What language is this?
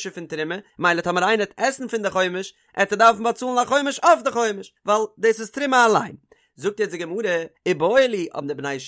Yiddish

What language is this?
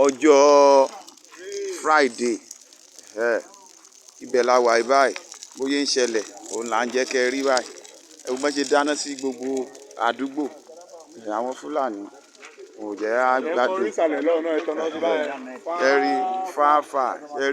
Yoruba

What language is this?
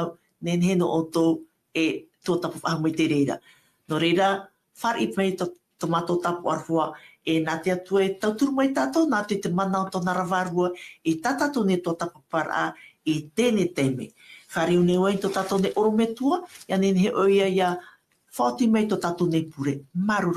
Tahitian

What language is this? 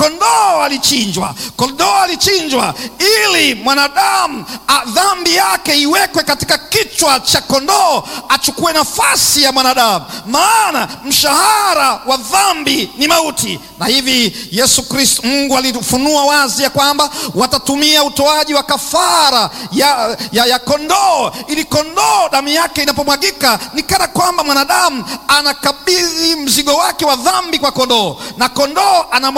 Swahili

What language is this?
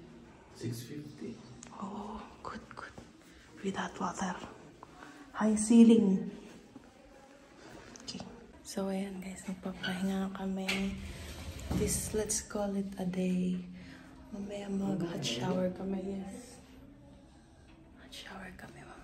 Filipino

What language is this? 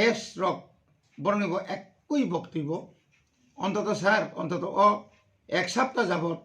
Kok Borok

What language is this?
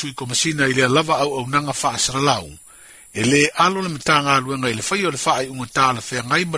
Samoan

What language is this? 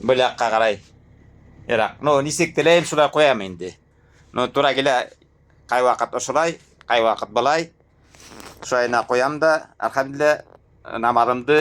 Bashkir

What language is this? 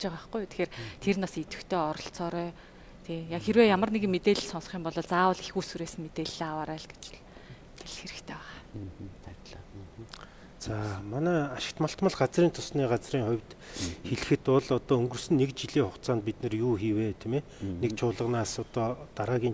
Mongolian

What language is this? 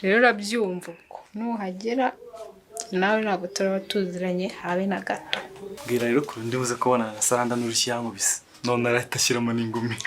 Kinyarwanda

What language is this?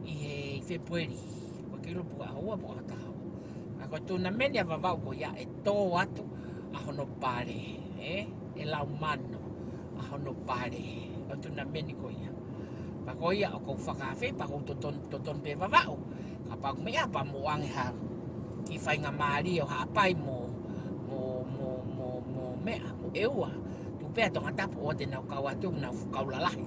Tongan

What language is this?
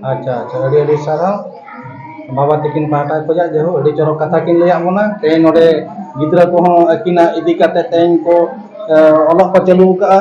Santali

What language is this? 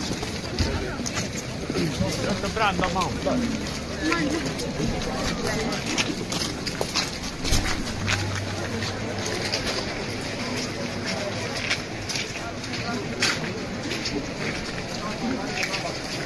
Swedish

